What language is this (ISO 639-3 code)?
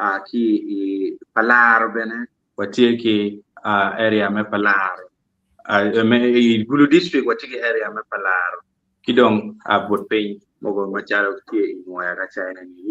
ach